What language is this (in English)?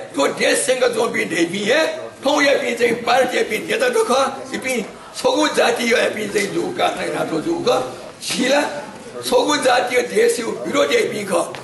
Newari